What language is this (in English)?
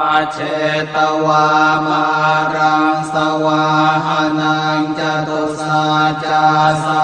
Pali